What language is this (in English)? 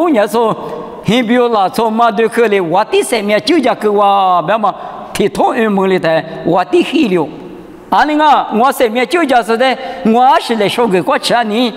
Lisu